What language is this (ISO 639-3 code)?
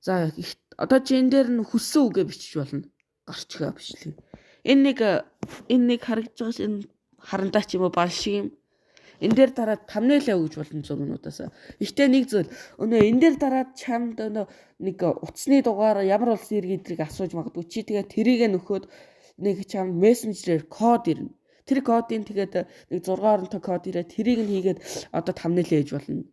mon